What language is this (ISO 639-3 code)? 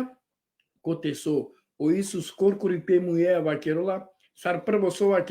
rmn